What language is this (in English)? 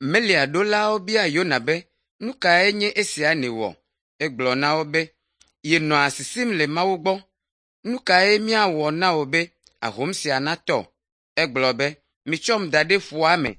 Ewe